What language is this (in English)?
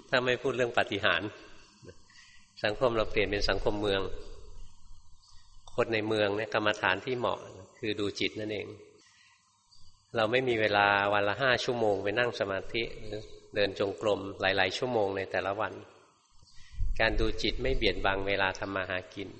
Thai